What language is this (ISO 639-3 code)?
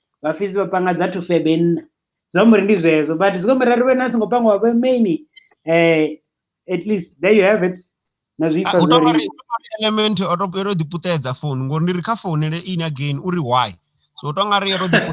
ven